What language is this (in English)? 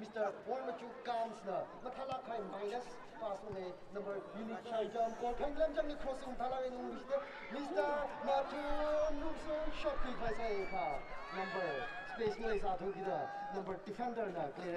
Tangkhul Naga (India)